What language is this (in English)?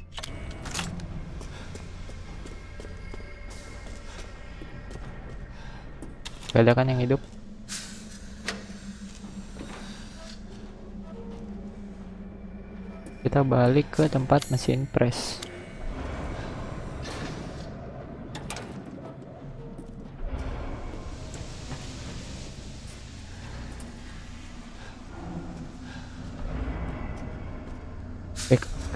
Indonesian